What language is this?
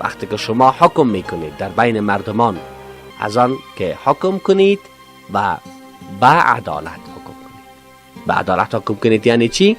Persian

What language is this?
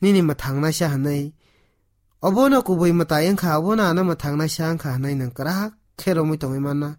Kok Borok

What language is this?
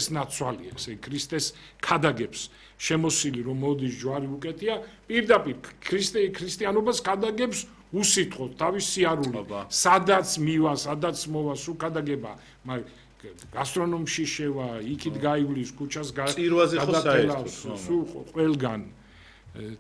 Georgian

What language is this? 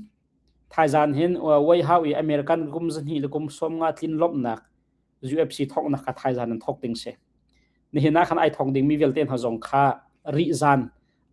Hakha Chin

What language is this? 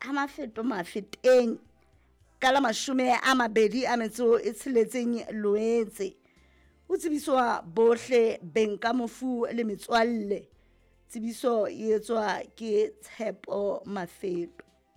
Southern Sotho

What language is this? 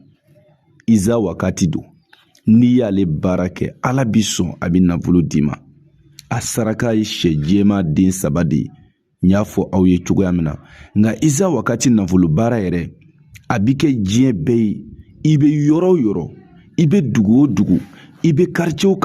Bambara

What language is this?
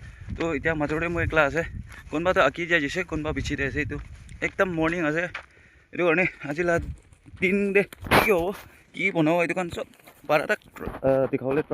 Naga Pidgin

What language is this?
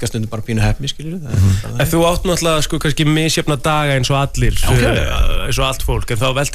Icelandic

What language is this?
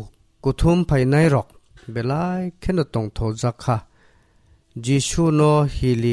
Kok Borok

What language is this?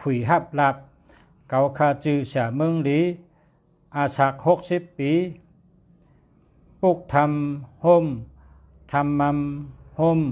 Shan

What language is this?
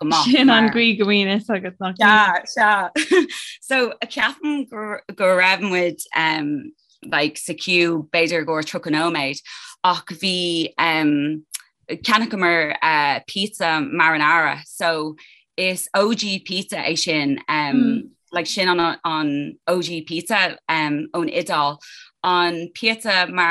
Irish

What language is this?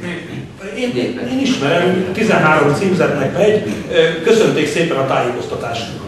Hungarian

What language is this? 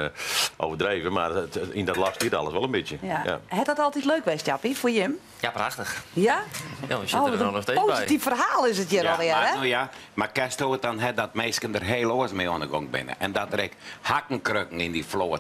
Western Frisian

